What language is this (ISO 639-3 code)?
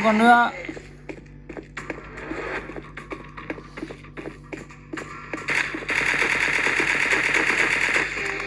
vie